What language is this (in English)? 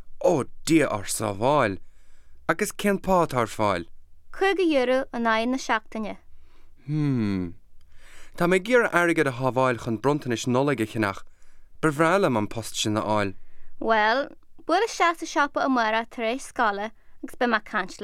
Irish